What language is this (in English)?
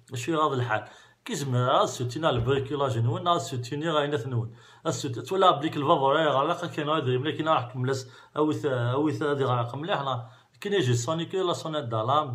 Kabyle